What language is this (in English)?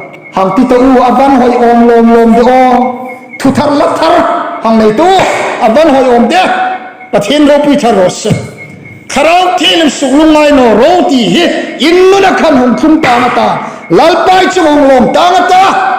Hmar